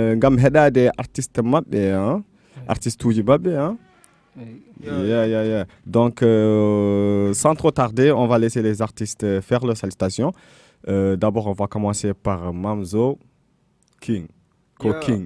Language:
Fula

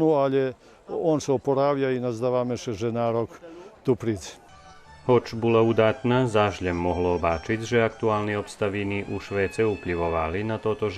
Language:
Rusyn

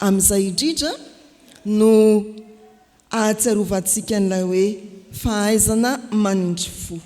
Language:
Malagasy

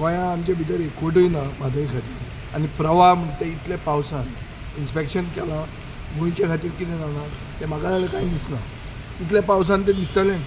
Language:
Konkani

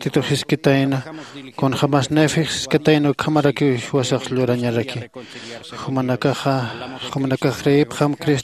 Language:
Aymara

